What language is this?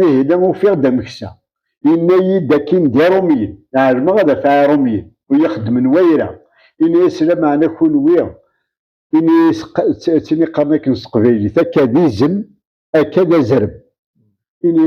Kabyle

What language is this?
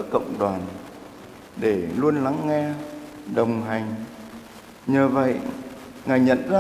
Vietnamese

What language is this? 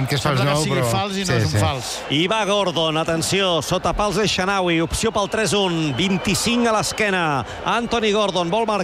Catalan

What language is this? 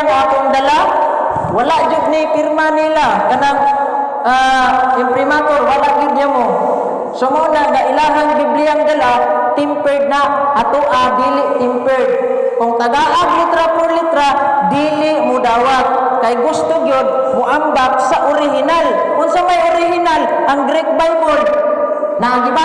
Cebuano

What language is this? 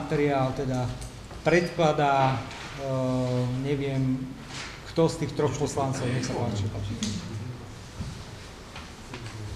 Slovak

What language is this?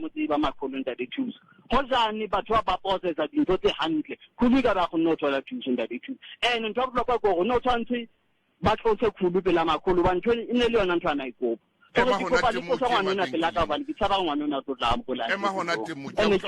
Southern Sotho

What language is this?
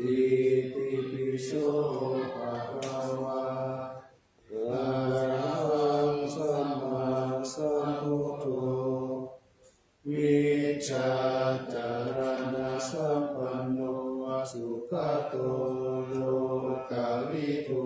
Pali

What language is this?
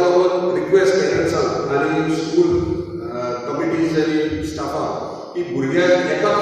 Konkani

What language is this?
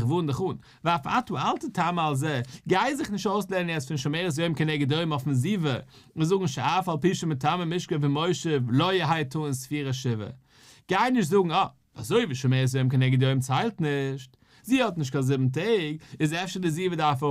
Yiddish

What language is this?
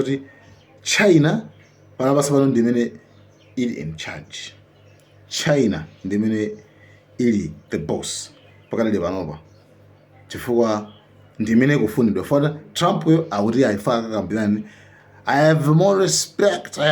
Nyanja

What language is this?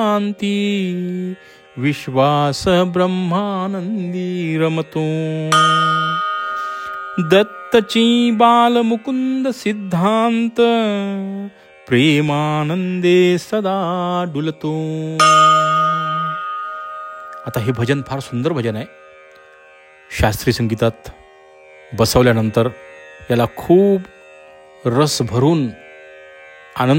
Marathi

